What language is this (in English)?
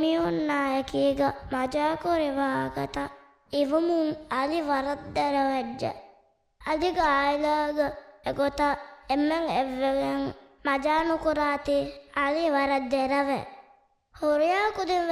Divehi